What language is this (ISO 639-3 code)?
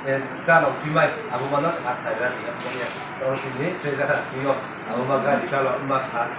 ria